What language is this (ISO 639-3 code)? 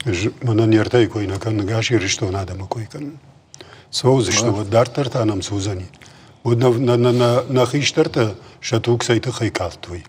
oss